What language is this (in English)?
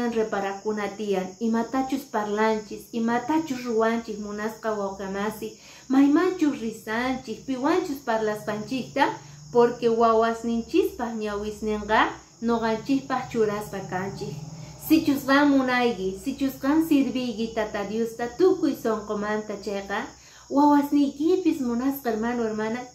Quechua